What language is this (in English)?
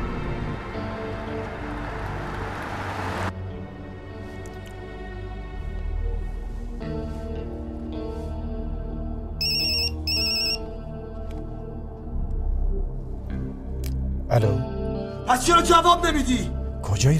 Persian